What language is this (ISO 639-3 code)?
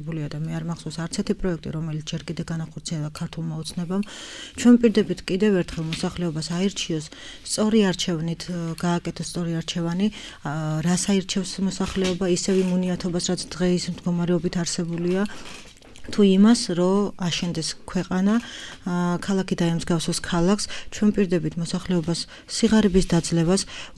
kat